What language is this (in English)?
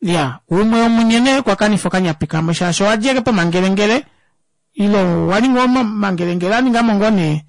Kuanyama